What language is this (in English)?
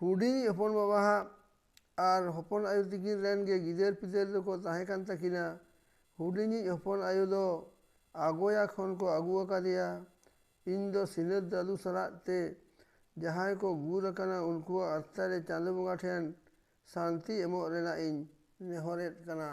Santali